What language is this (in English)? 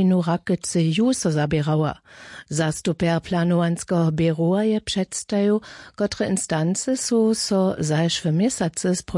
Upper Sorbian